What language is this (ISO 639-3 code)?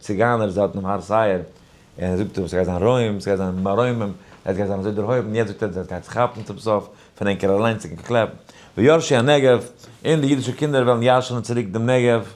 yid